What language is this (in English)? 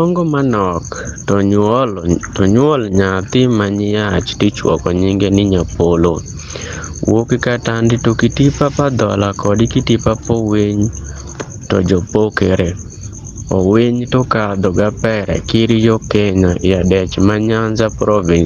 Adhola